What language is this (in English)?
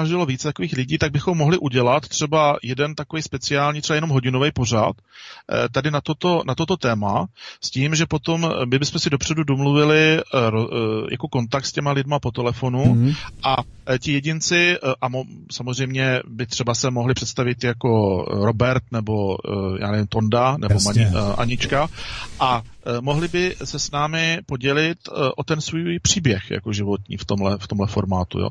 Czech